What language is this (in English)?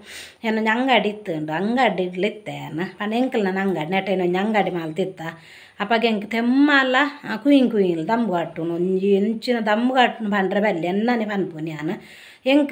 Tulu